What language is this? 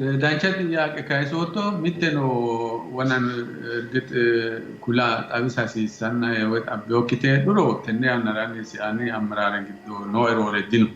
Sidamo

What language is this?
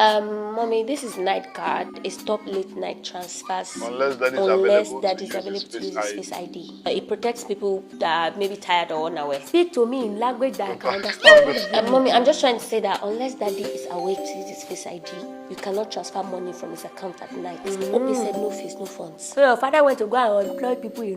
Nigerian Pidgin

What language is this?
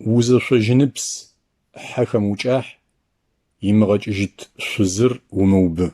Adyghe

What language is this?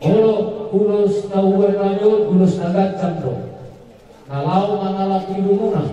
Batak Toba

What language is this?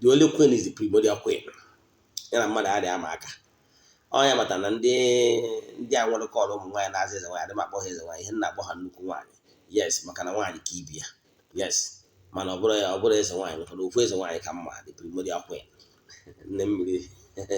Igbo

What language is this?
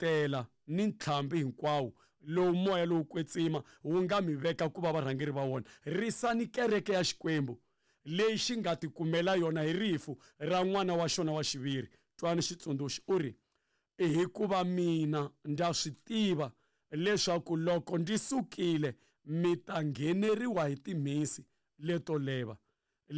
Tsonga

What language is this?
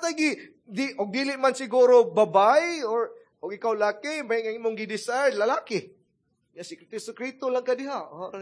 Cebuano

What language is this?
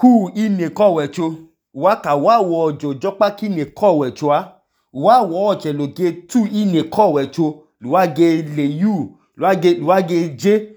Idoma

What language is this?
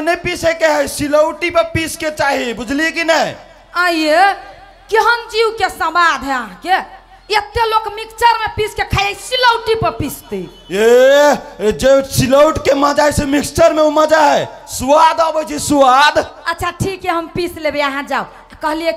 Maithili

